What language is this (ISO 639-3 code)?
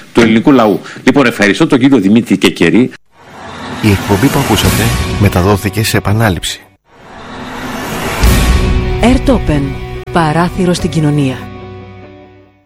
ell